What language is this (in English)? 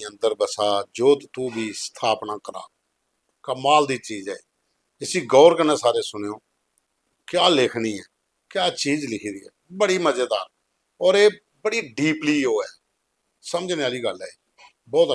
Dogri